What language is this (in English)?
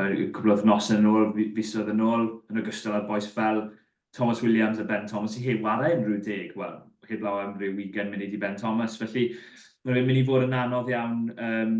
Welsh